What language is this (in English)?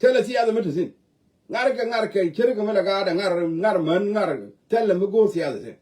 Nuer